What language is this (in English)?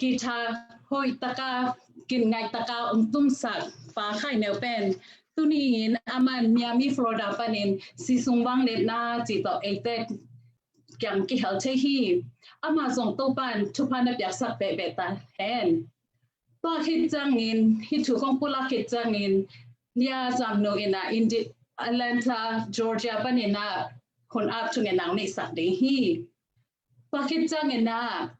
Tedim Chin